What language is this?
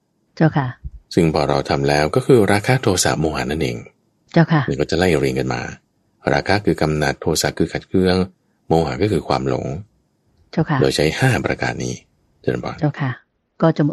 Thai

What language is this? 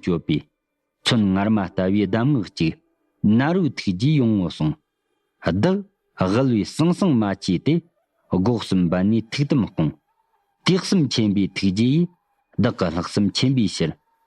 Tibetan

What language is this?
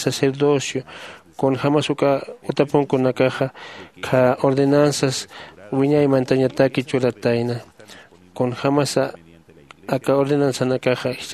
Aymara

